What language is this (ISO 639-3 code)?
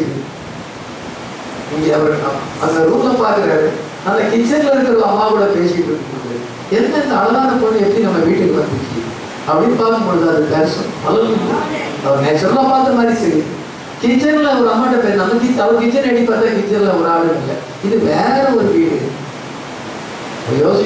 tam